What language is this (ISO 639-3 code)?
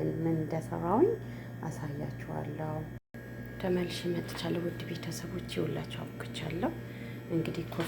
amh